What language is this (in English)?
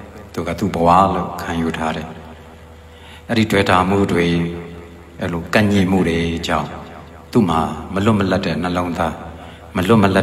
Burmese